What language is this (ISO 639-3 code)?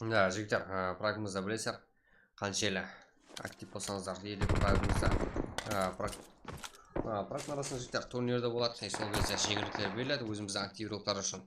kaa